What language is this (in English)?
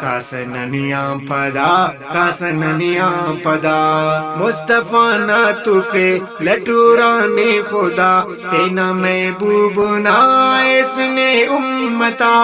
Brahui